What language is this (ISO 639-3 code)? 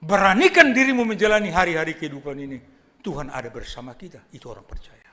bts